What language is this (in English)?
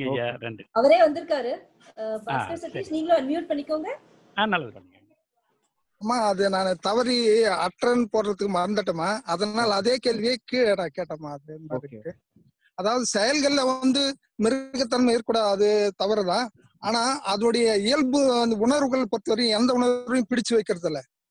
Tamil